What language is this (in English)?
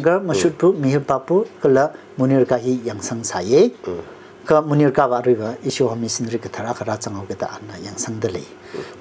Tangkhul Naga (India)